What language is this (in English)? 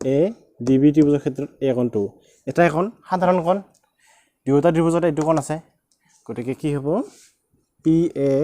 Assamese